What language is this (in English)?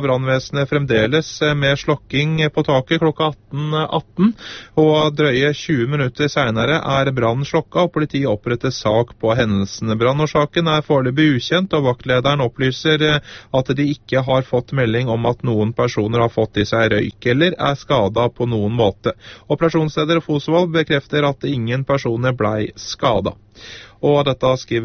Norwegian